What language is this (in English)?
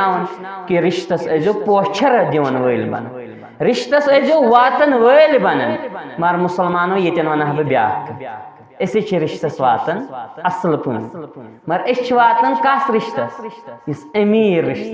Kashmiri